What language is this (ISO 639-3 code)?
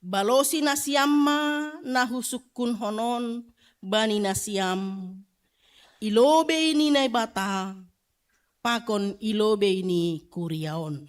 bts